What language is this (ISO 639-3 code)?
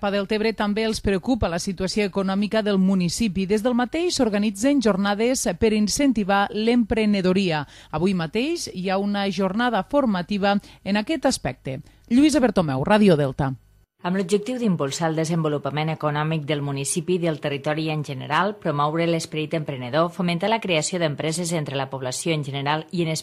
cat